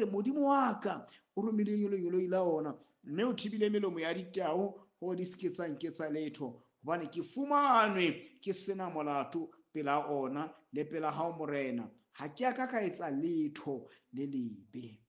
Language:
Southern Sotho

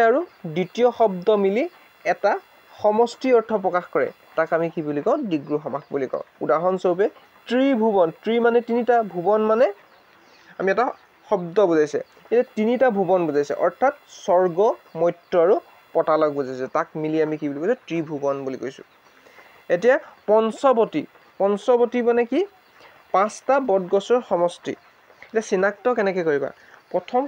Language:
Assamese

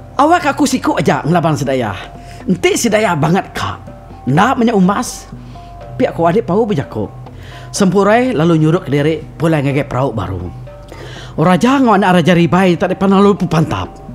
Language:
Iban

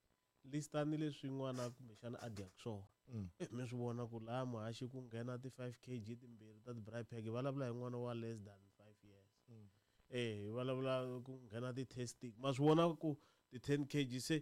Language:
Tsonga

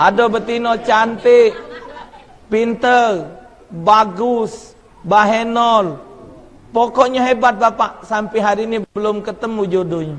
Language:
Musi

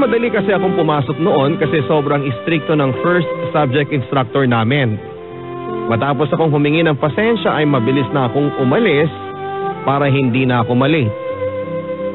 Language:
Filipino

